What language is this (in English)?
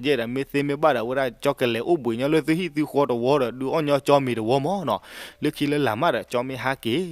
S'gaw Karen